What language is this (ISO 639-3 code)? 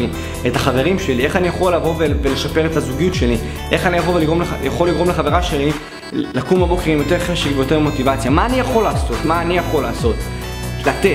heb